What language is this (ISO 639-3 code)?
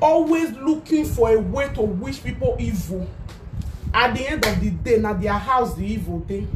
pcm